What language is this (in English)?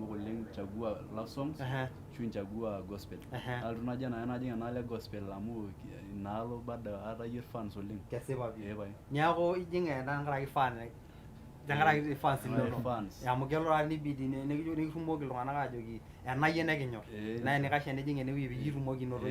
Masai